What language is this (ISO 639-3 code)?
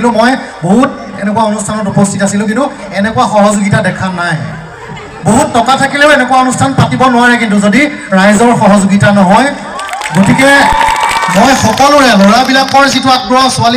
asm